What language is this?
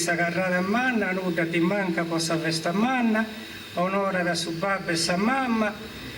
Sardinian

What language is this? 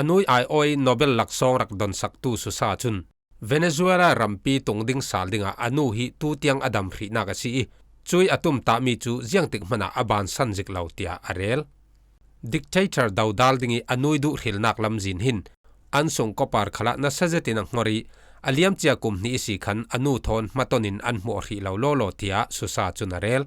Falam Chin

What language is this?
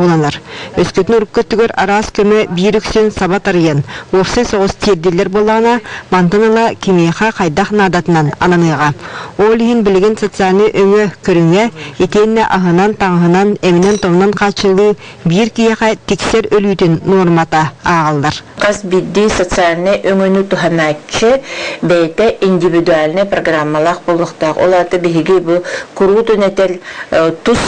Yakut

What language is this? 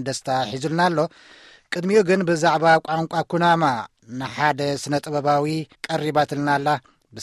Tigrinya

